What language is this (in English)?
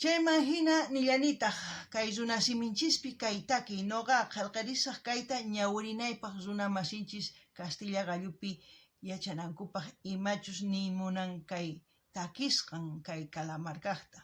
South Bolivian Quechua